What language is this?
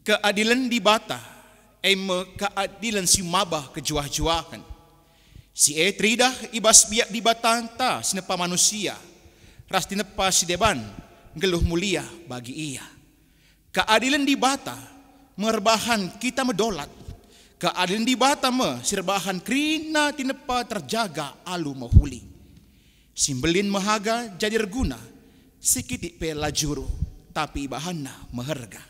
Batak Karo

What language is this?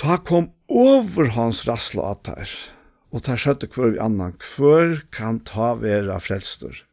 Faroese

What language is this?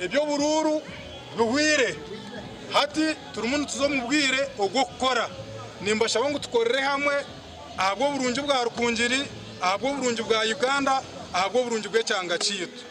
Nyankole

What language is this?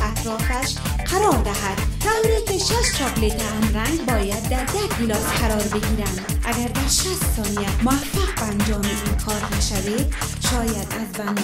Persian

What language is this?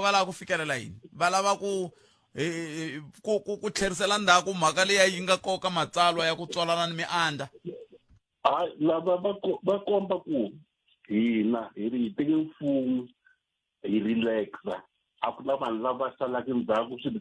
Tsonga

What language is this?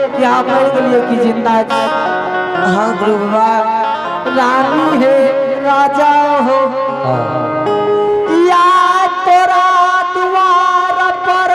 Angika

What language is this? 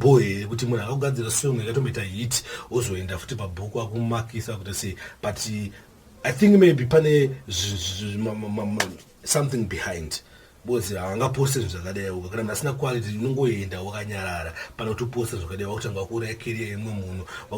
Shona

